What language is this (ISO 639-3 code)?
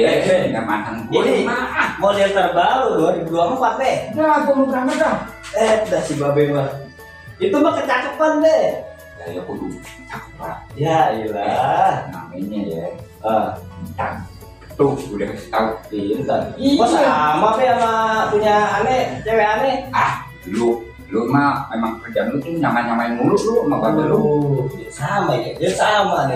bew